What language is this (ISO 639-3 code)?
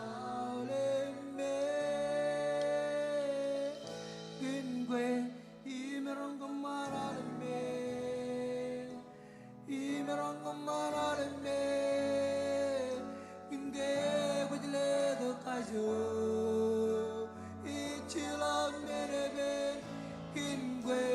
mah